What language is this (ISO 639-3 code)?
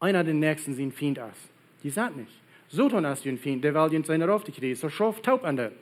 pdt